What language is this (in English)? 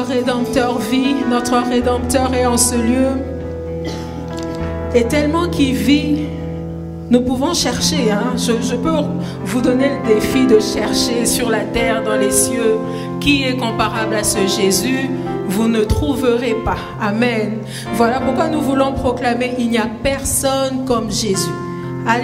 French